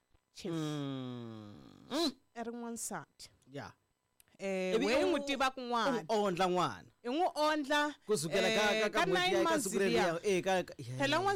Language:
Tsonga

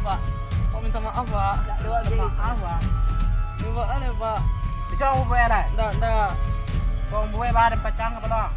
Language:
Minangkabau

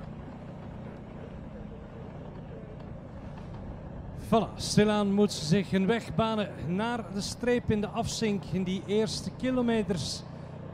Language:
Dutch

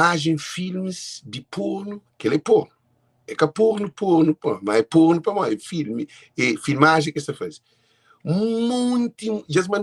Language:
Kabuverdianu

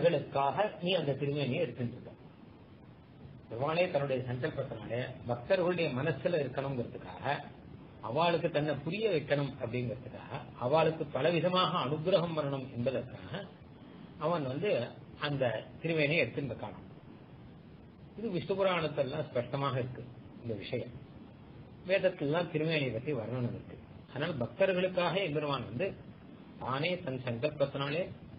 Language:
Tamil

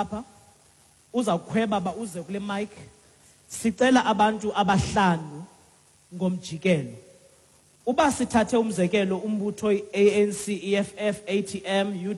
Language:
Xhosa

